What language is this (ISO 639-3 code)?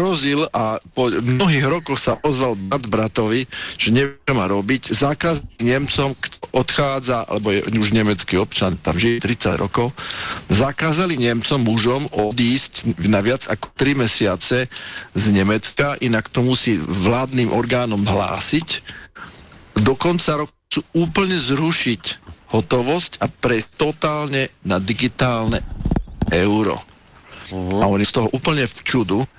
slk